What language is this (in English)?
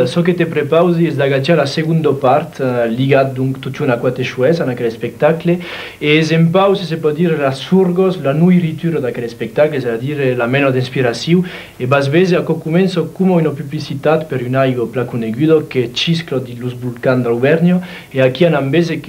Occitan